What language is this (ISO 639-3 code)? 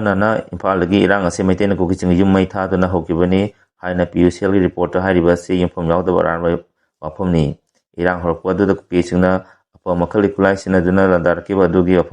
mni